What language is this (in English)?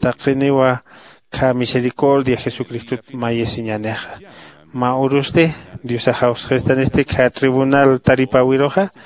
Aymara